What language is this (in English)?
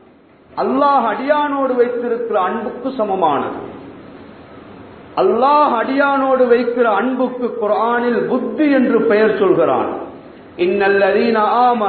Tamil